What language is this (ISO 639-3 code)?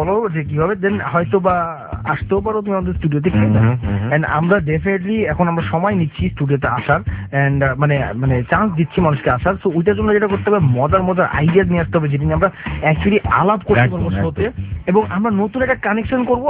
ben